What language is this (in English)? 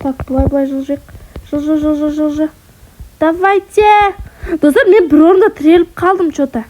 Kazakh